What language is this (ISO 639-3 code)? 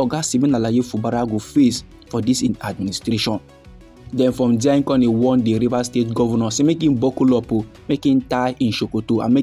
pcm